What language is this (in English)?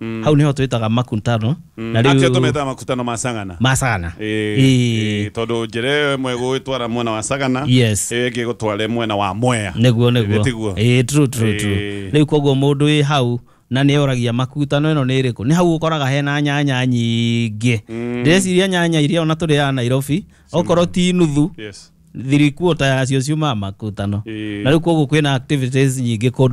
Kikuyu